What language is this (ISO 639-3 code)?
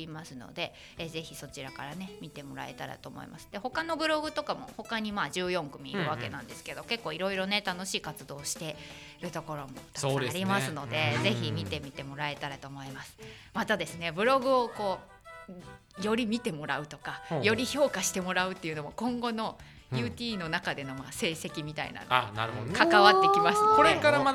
jpn